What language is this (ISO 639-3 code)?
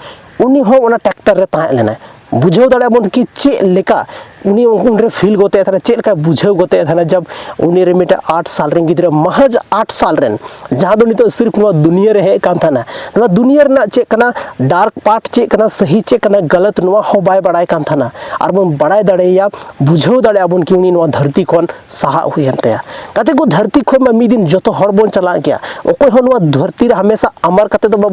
sat